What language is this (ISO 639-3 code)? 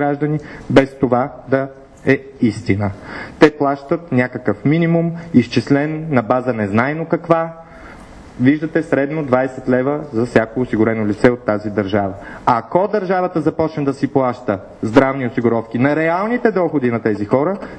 bul